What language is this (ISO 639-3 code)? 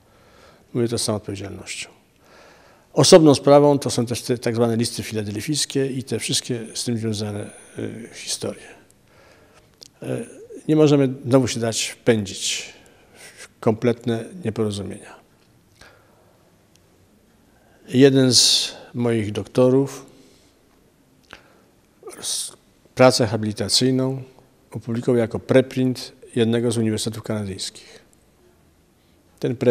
pol